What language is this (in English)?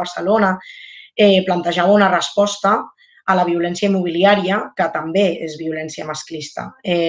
Catalan